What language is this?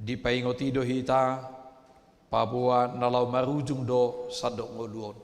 Batak Toba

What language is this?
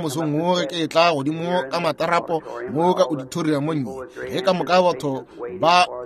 Northern Sotho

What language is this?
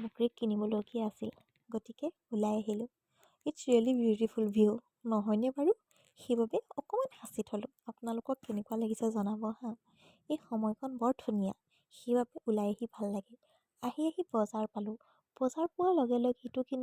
Assamese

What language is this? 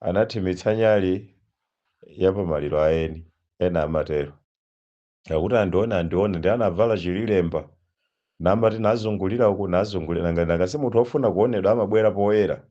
Nyanja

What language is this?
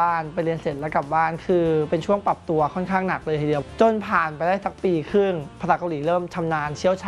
Thai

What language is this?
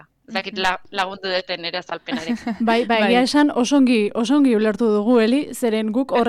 Basque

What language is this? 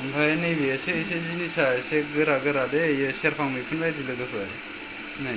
Bodo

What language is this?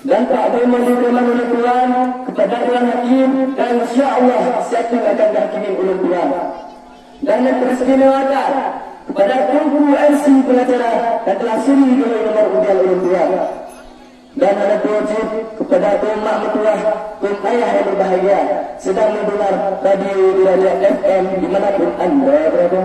Achinese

